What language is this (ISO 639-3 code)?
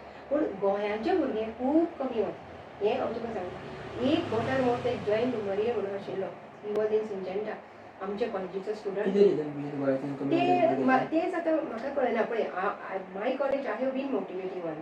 kok